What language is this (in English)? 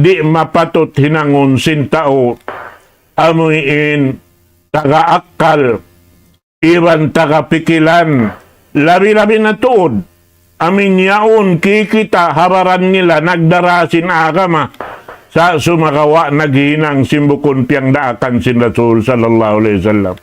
Tausug